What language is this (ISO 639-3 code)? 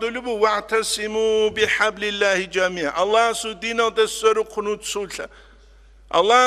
ava